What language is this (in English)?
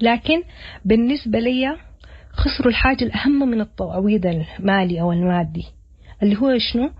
Sudanese Arabic